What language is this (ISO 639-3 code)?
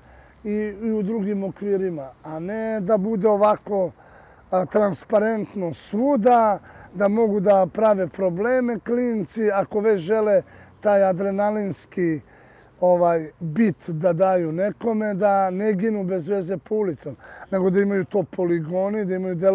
srp